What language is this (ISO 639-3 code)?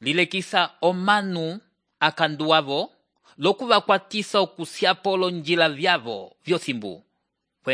umb